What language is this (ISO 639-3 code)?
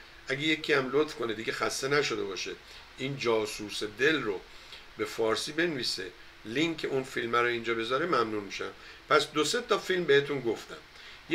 fas